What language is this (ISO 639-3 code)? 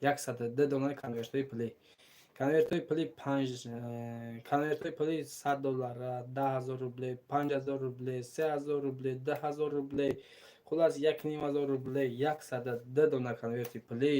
tgk